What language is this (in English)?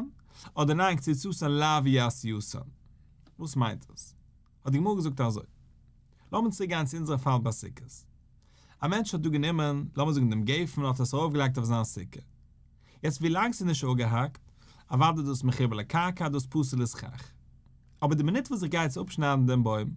Yiddish